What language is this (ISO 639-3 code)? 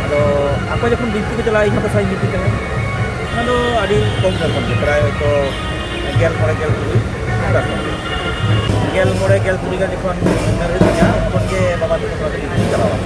sat